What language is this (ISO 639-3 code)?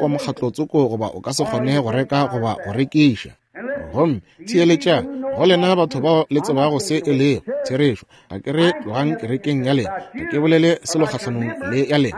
nso